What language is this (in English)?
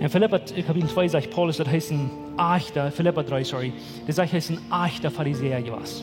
Plautdietsch